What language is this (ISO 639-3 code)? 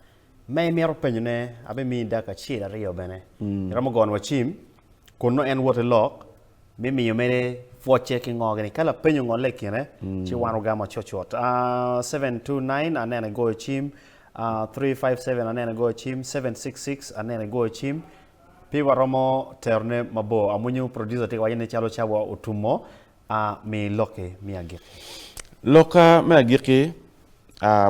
ach